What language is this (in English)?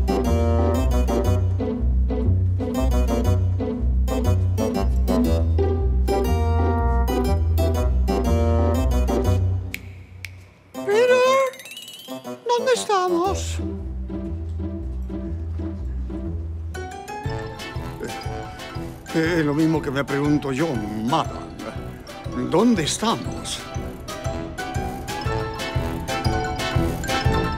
Spanish